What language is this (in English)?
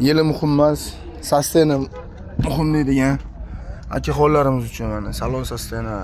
Uzbek